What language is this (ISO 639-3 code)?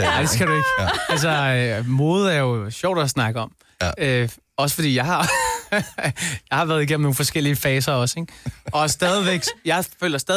dan